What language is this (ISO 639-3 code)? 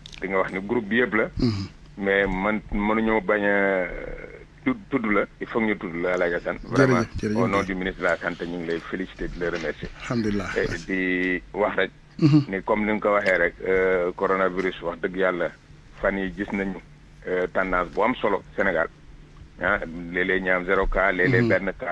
wol